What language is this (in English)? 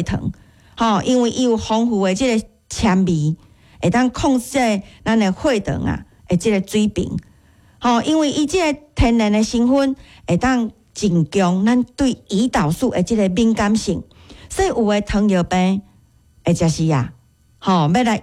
Min Nan Chinese